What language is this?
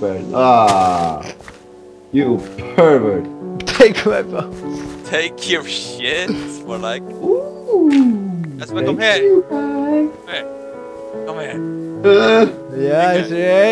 Faroese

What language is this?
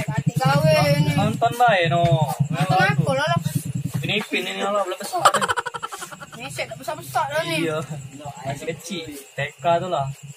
Musi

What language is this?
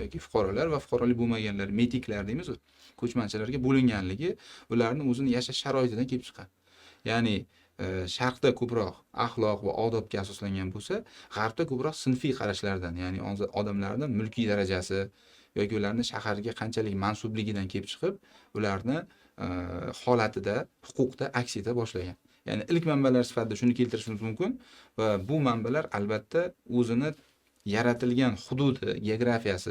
Uzbek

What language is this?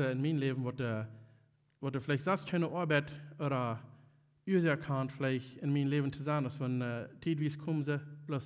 Plautdietsch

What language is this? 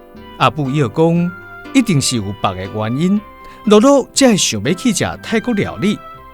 Min Nan Chinese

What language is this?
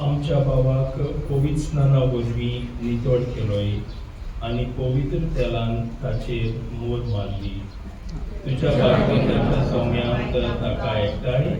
Konkani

